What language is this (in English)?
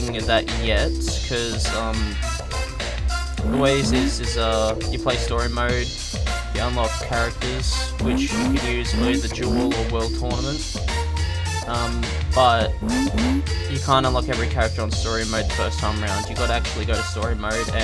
English